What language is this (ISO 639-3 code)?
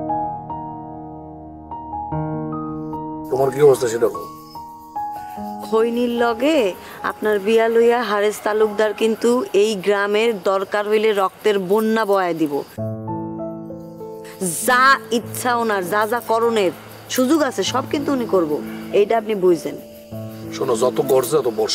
ben